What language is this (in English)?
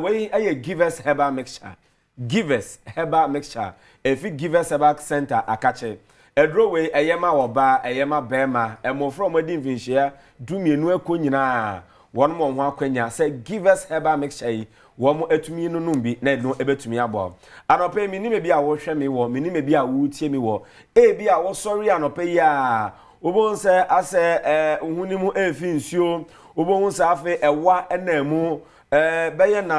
Akan